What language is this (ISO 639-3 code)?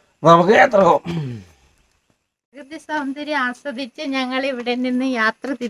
mal